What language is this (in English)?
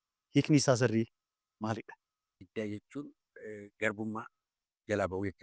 Oromo